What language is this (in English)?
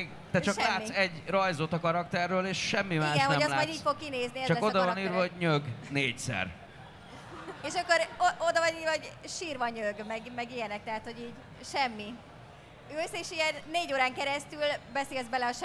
Hungarian